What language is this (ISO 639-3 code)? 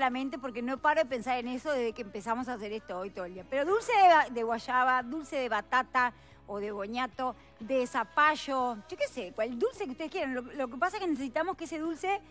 spa